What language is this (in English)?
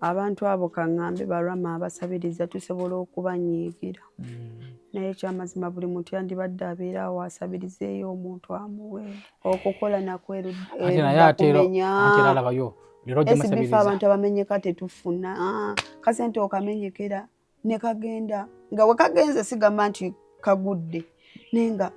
Ganda